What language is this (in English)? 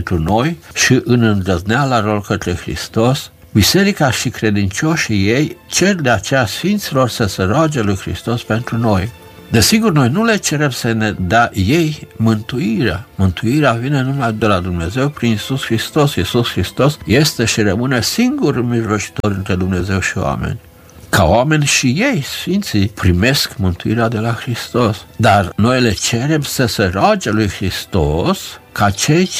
Romanian